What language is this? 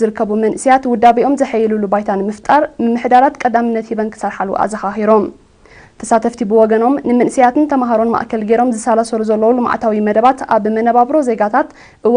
Tigrinya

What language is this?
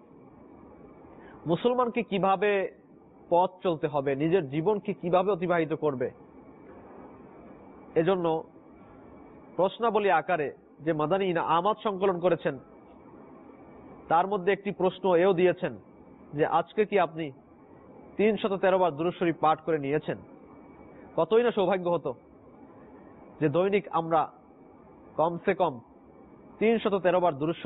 Bangla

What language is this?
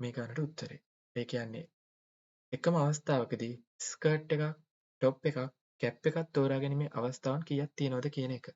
Sinhala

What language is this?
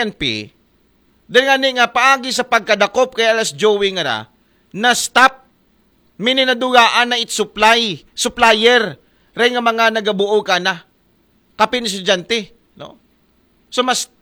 Aklanon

